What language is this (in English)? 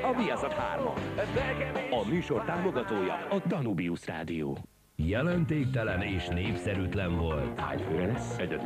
Hungarian